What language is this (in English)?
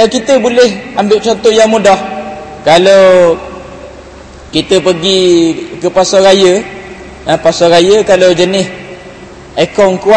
Malay